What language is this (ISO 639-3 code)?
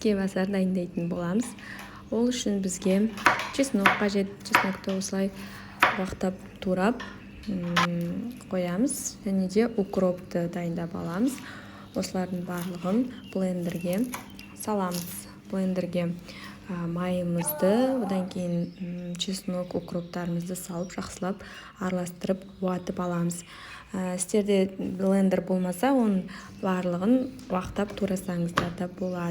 kaz